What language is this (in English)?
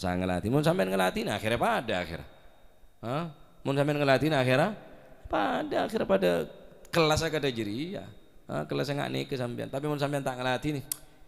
Madurese